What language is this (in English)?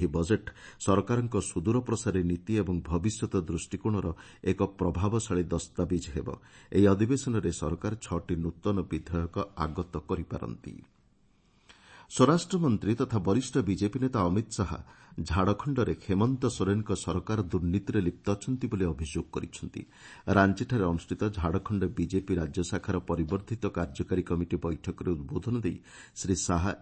Odia